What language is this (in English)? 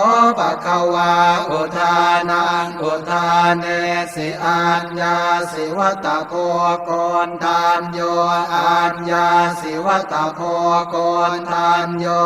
Pali